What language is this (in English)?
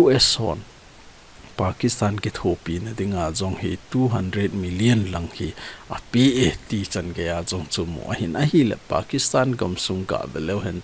Thado Chin